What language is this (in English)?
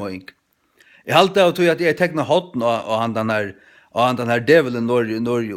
Faroese